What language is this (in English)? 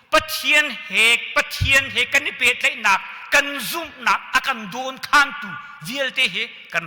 Hakha Chin